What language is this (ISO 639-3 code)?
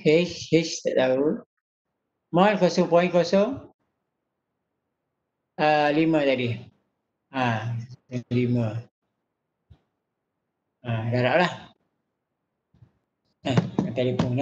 msa